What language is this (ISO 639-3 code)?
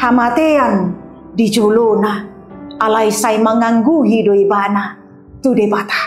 bbc